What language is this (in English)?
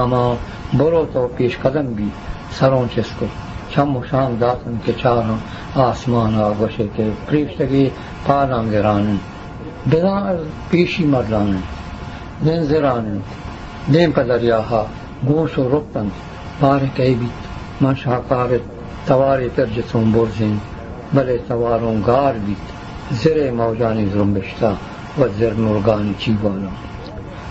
Eastern Balochi